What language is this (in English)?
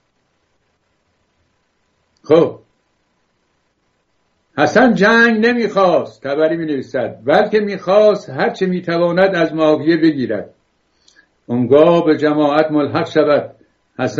Persian